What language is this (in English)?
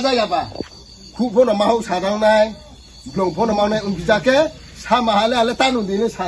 Riang (India)